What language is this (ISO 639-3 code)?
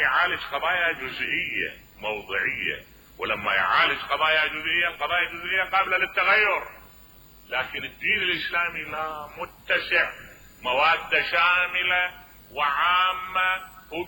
acm